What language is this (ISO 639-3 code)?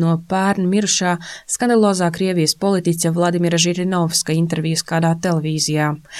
lav